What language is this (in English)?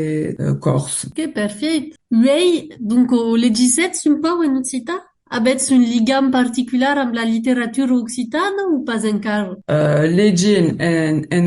Occitan